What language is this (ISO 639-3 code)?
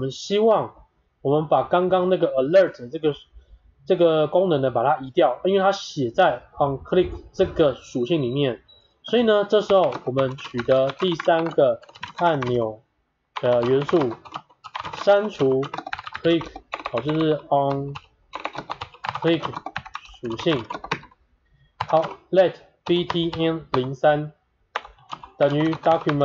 zho